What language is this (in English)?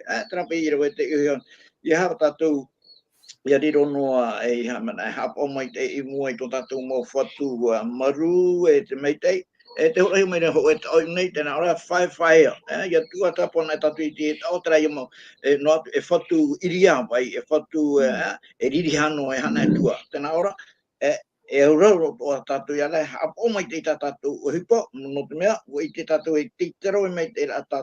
Tahitian